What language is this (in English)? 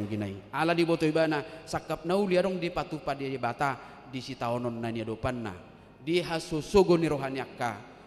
Batak Toba